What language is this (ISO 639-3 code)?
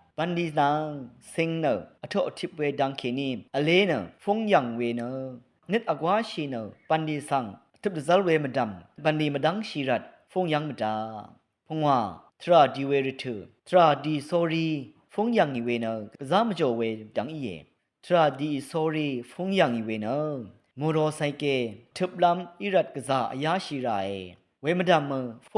raw